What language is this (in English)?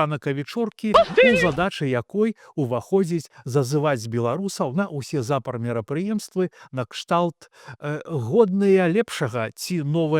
Belarusian